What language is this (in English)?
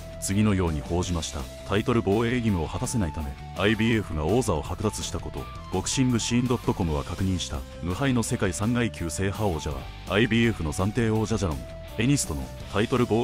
Japanese